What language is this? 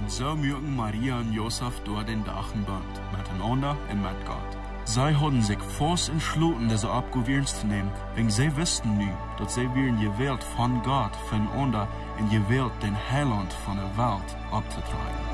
Plautdietsch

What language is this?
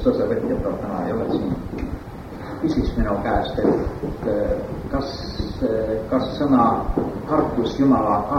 Estonian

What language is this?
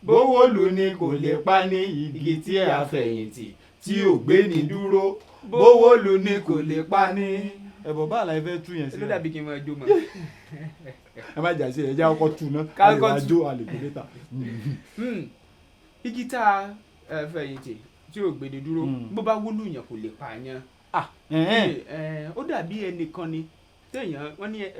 Yoruba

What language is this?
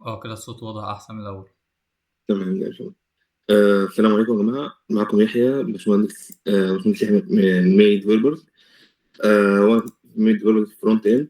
Egyptian Arabic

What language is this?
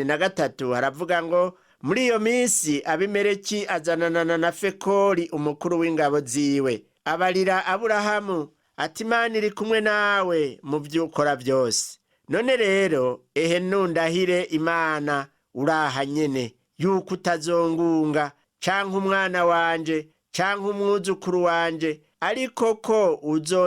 Rundi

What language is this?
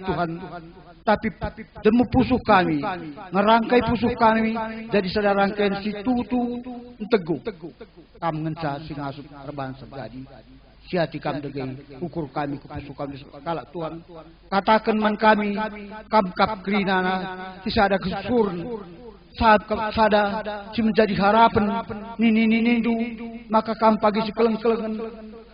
Batak Karo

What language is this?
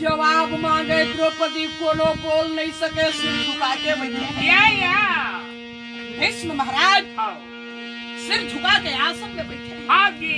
Chhattisgarhi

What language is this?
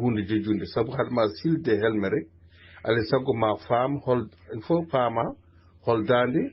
Fula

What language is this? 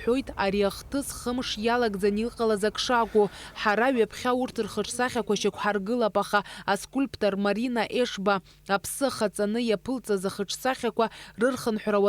Abkhazian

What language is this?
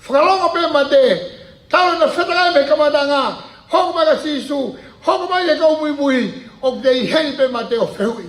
Tongan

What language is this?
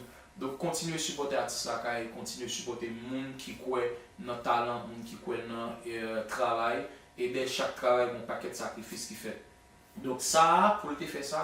Haitian Creole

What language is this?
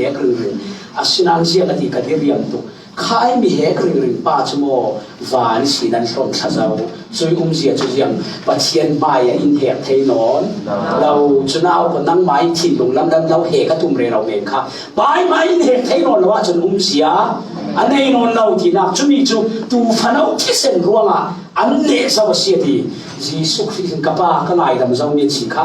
Falam Chin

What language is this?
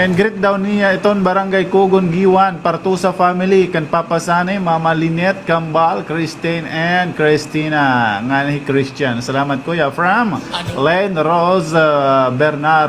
Waray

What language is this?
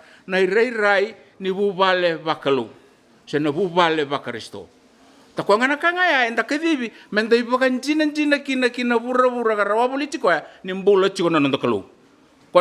Fijian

